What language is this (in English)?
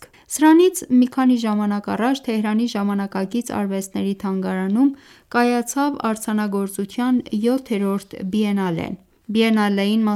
Armenian